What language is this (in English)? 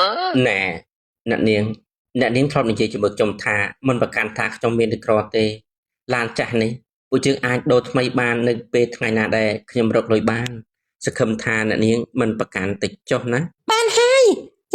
Khmer